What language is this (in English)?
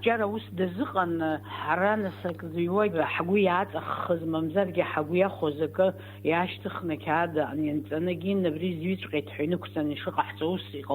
Abkhazian